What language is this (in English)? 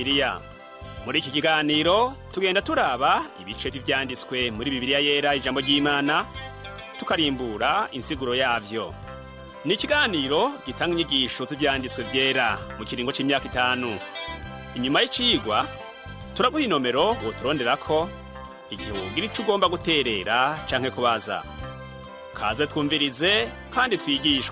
Rundi